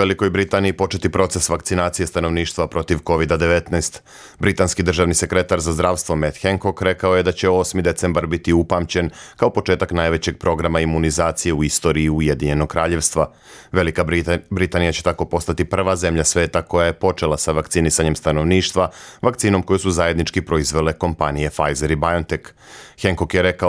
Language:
Serbian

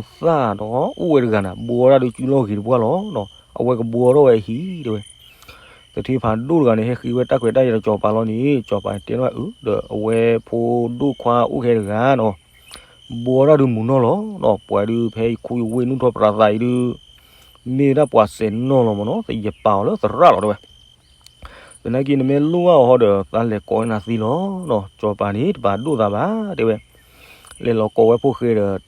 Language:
S'gaw Karen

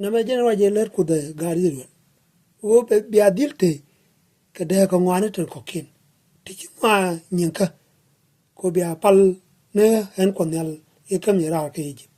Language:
Nuer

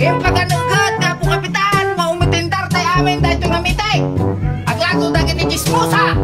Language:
Iloko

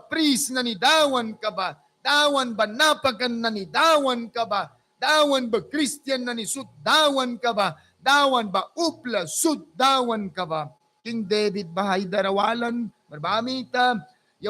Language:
Mískito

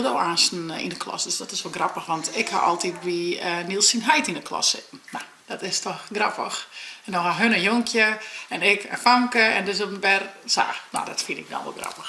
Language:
Western Frisian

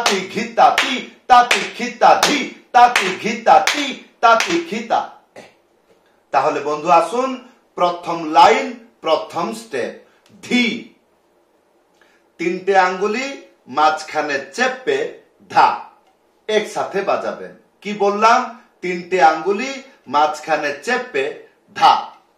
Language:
Bangla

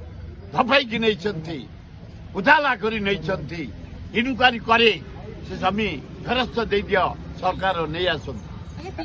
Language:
Odia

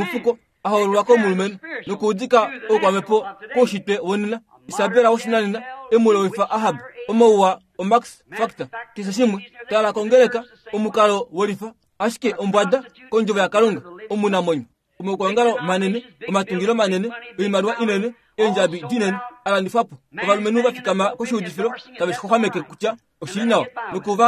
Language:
Kuanyama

